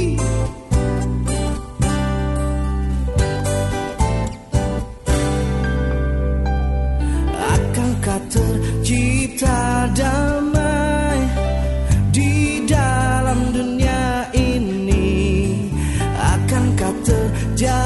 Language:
Indonesian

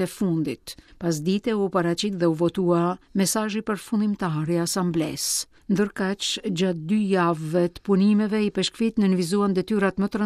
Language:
Albanian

